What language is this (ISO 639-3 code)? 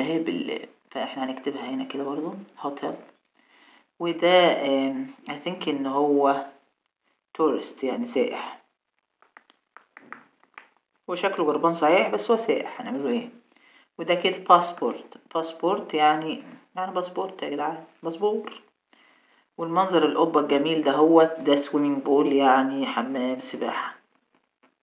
arz